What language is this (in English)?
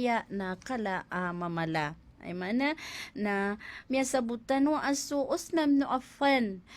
Maranao